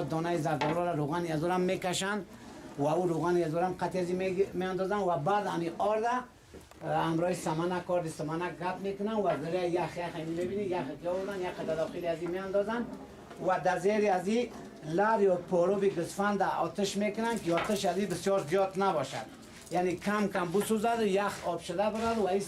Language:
Persian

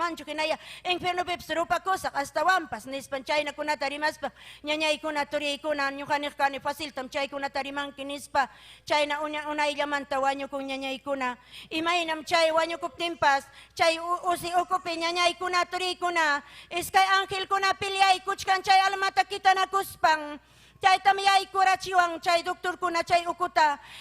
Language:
Ayacucho Quechua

